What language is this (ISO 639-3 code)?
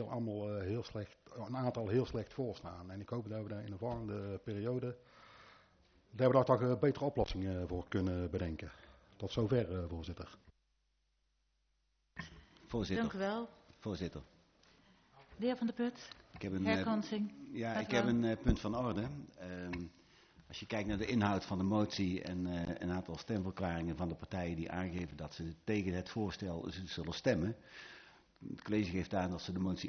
nld